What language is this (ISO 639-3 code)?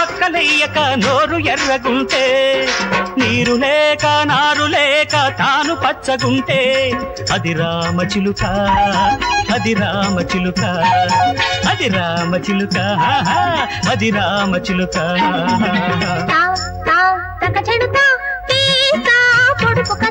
tel